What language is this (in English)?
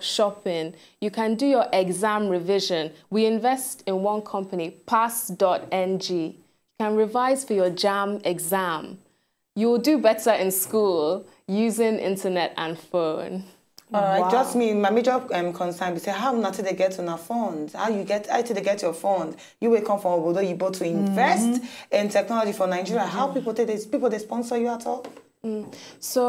Nigerian Pidgin